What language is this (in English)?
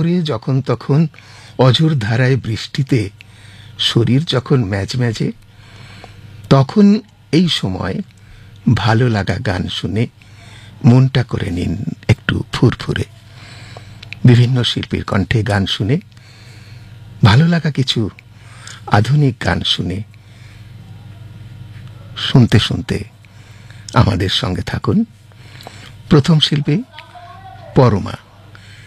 Bangla